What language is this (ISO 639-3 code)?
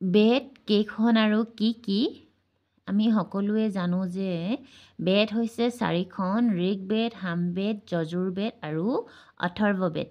asm